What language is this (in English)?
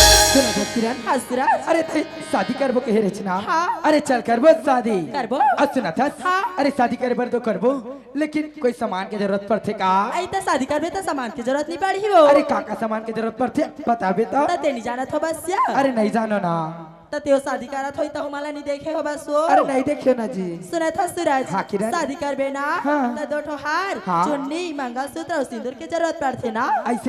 Chhattisgarhi